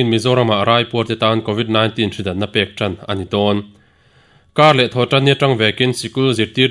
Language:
Mizo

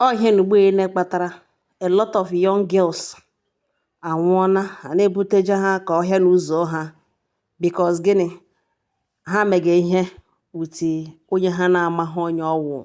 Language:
Igbo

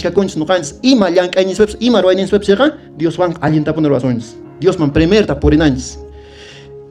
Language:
Quechua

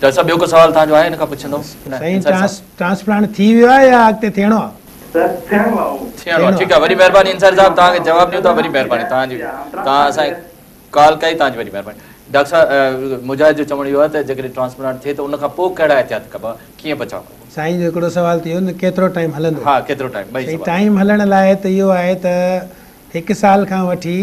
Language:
Sindhi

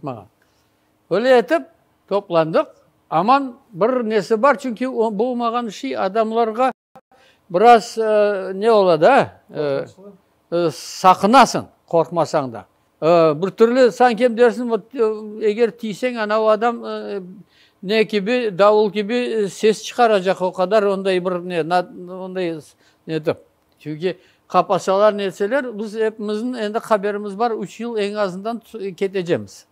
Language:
Crimean Tatar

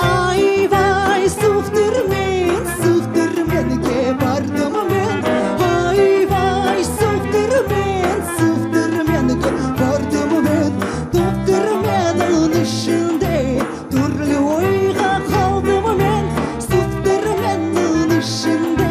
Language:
Crimean Tatar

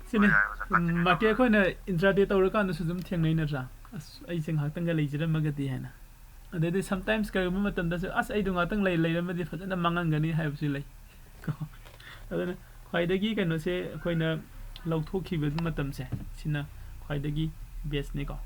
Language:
Manipuri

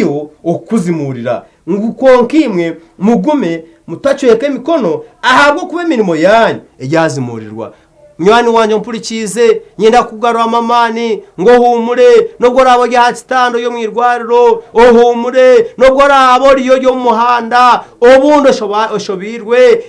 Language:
Nyankole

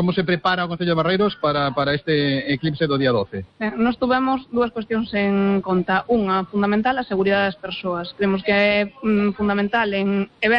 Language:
Galician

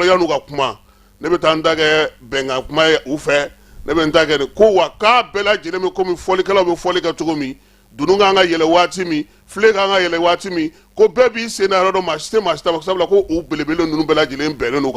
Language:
Bambara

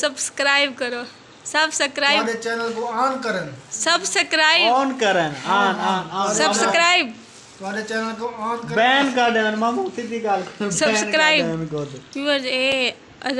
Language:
Saraiki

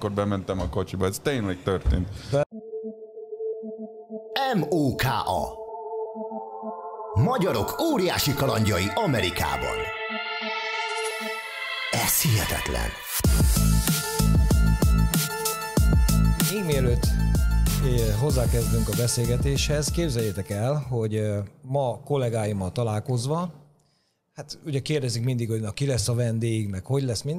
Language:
Hungarian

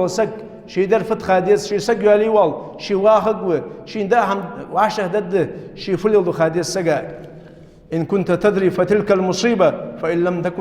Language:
Ingush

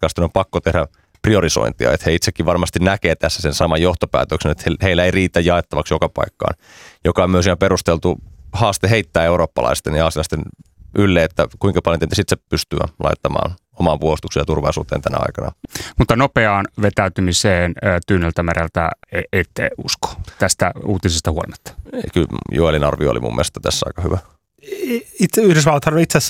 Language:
Finnish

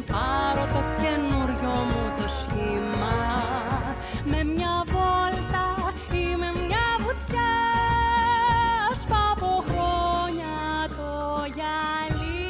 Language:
Greek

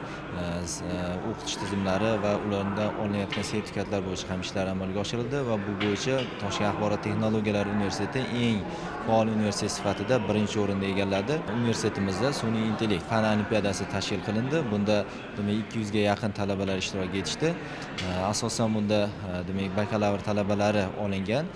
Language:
Uzbek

